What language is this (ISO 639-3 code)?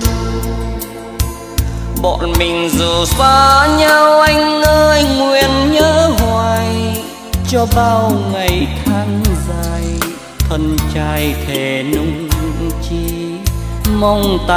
vie